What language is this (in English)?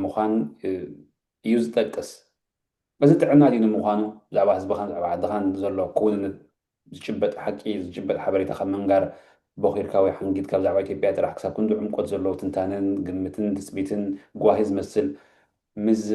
Tigrinya